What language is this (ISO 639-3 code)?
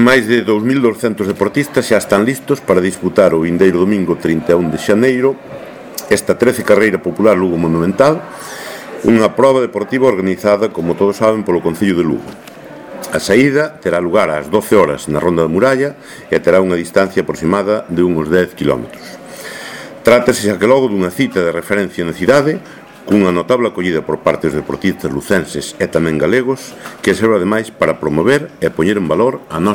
glg